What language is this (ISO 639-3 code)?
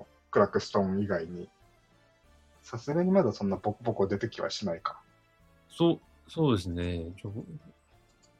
jpn